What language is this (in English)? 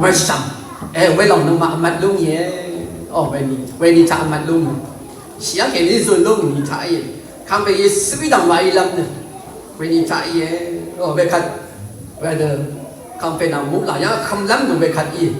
Rawang